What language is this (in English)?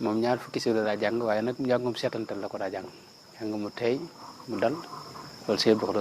Wolof